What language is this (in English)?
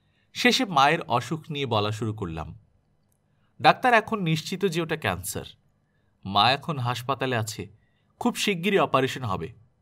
Bangla